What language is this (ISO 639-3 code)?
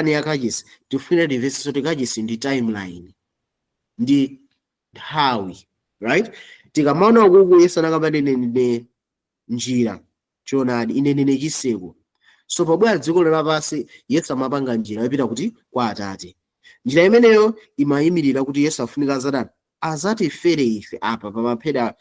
nya